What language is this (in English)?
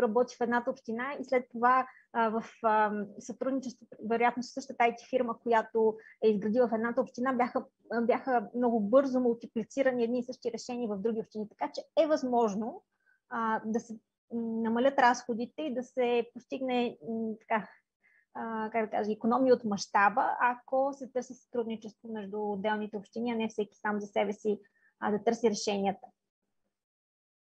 Bulgarian